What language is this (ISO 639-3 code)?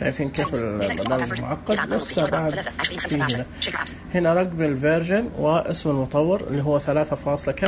ars